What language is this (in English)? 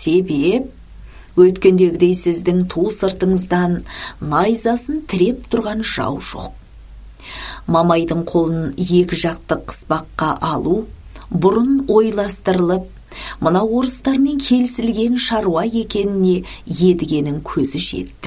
Kazakh